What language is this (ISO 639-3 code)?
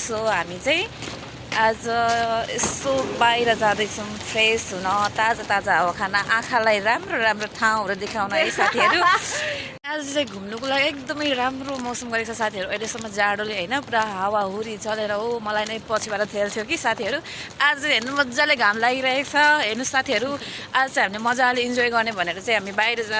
nep